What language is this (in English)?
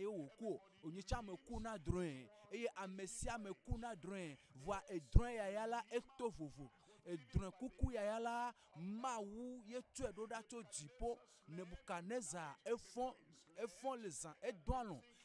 Ewe